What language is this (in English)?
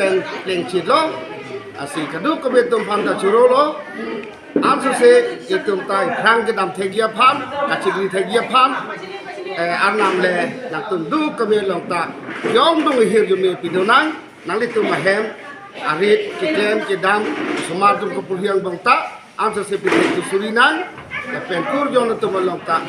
Karbi